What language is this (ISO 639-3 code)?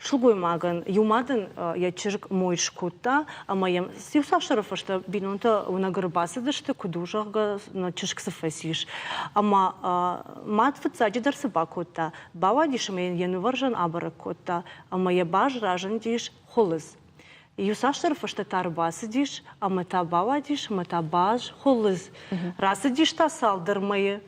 oss